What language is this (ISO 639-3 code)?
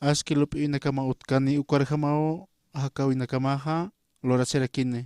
aym